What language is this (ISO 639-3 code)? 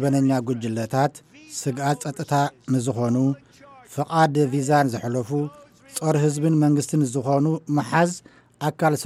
tir